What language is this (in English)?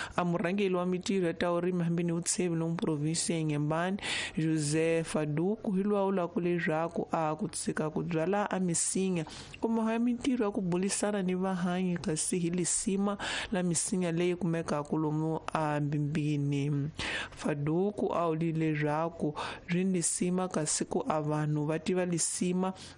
Tsonga